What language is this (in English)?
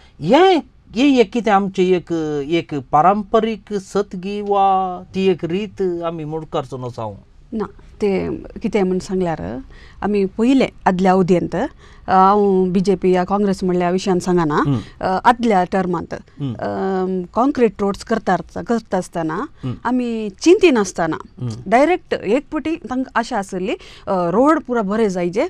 Konkani